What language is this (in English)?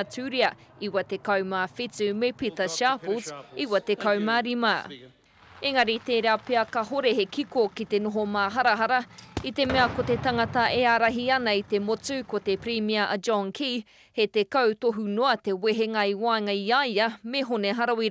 Māori